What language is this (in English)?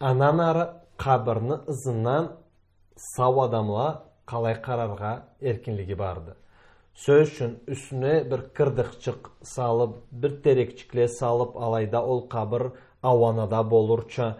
Karachay-Balkar